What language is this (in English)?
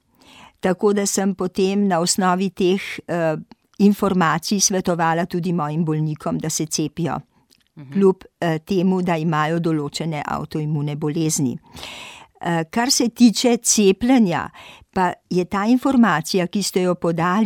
Slovenian